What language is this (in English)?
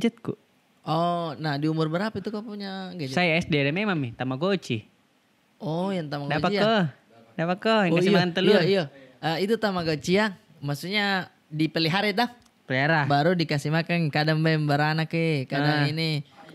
Makassar Malay